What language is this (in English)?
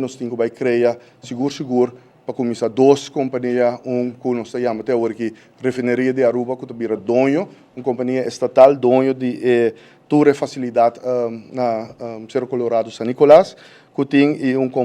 Papiamento